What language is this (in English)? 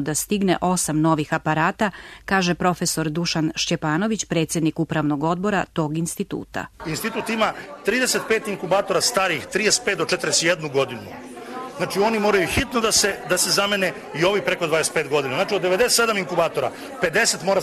Serbian